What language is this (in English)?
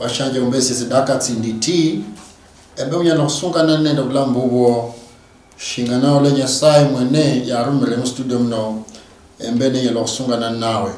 Luyia